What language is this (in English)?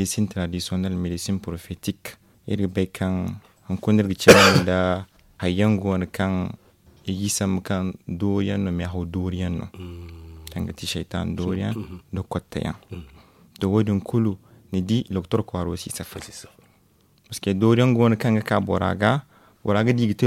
Zarma